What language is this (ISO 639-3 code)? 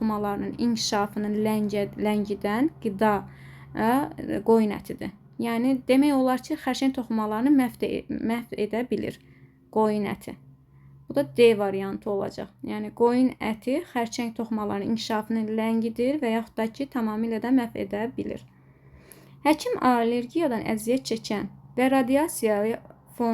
aze